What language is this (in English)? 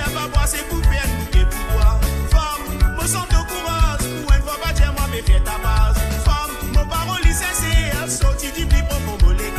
Morisyen